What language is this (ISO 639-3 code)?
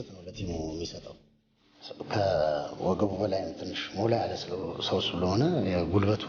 amh